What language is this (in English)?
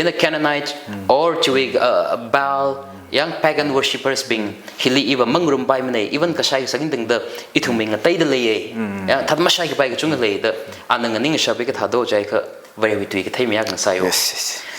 Tangkhul Naga (India)